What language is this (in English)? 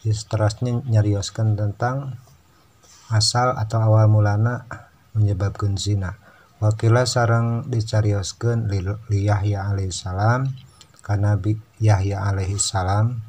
Sundanese